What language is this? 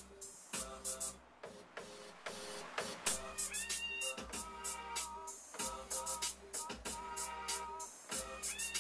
Bulgarian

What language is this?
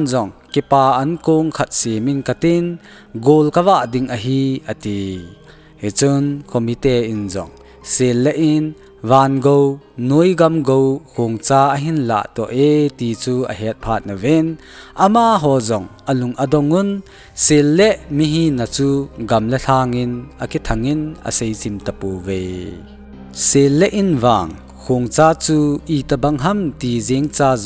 Thado Chin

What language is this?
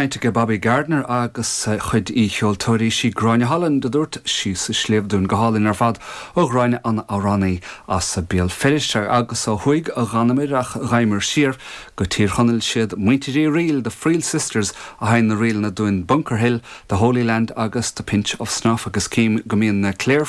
Irish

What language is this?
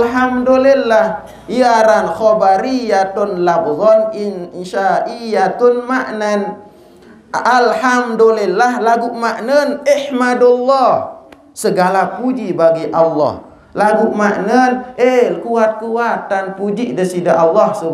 Sasak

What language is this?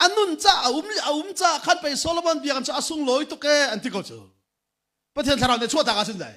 Hakha Chin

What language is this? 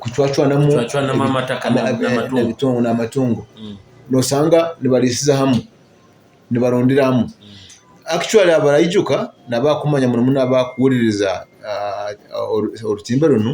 Nyoro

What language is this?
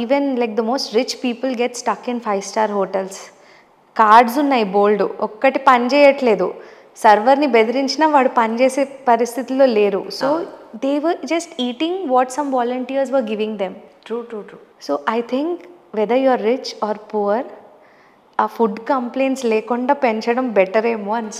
Telugu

